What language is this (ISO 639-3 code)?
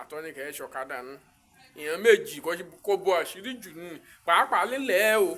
yor